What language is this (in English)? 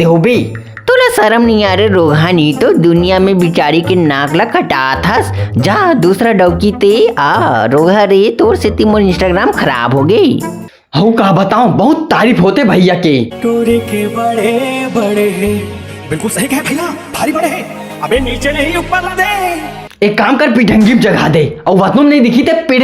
Chhattisgarhi